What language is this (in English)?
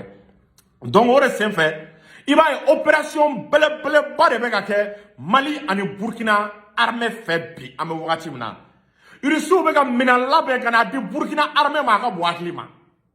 Bambara